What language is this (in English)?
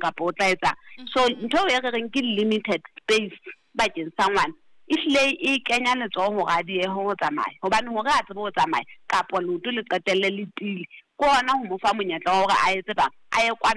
Southern Sotho